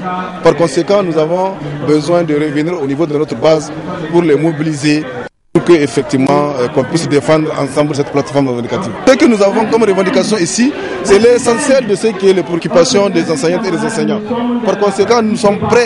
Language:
French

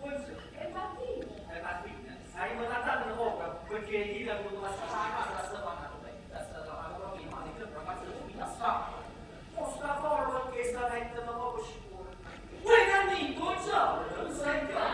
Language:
Neapolitan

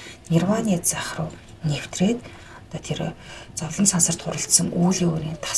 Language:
Mongolian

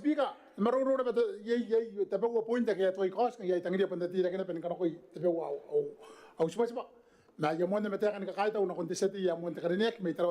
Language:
Gilbertese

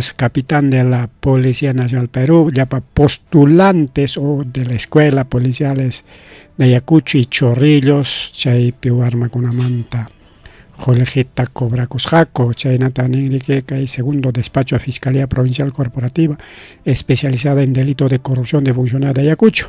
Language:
Ayacucho Quechua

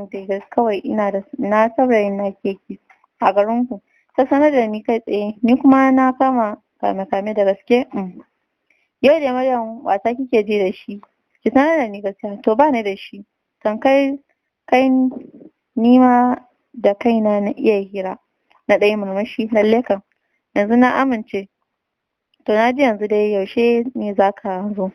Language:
Hausa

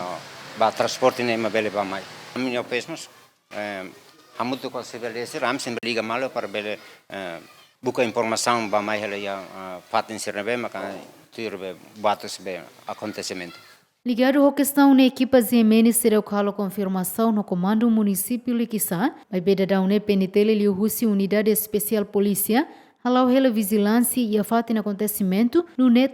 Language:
Tetum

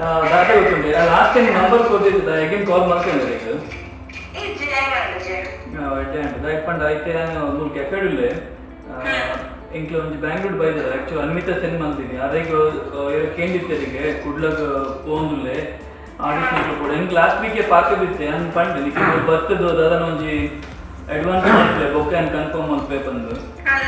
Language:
Tulu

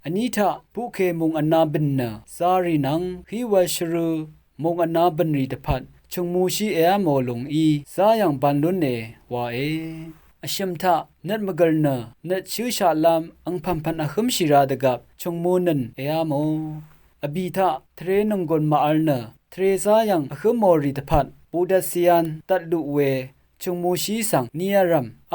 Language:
Rawang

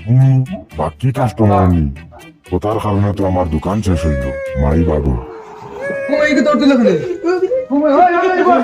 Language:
Sylheti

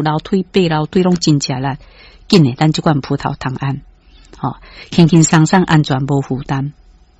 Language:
Min Nan Chinese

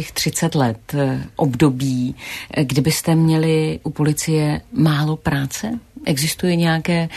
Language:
Czech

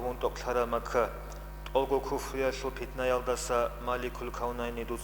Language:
Avaric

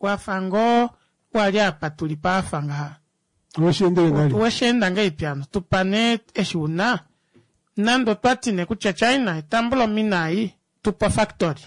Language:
Kuanyama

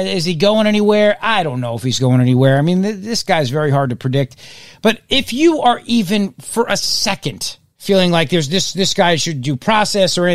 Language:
English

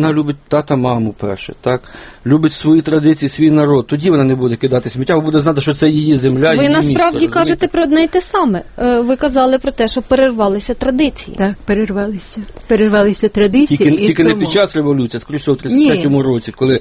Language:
Ukrainian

